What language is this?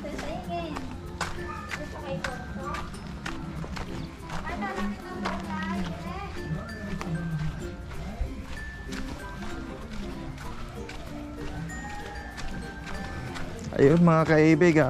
Filipino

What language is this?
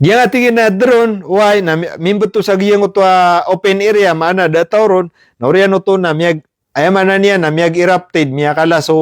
Maranao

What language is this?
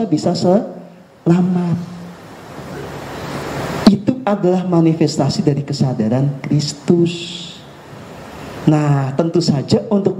Indonesian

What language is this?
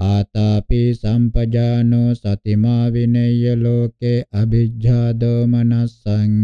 Pali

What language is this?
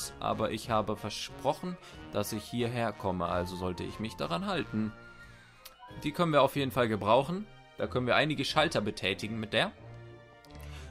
German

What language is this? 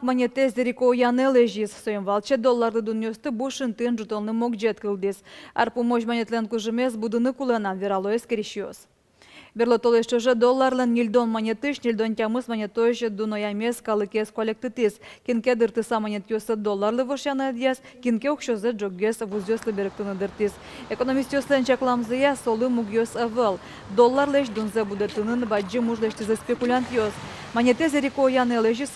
Udmurt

